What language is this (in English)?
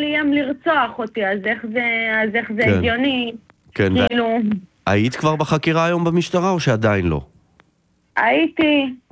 Hebrew